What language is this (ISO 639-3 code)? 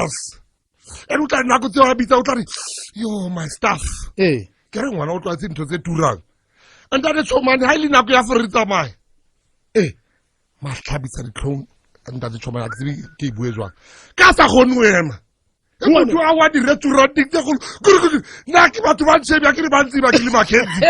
sot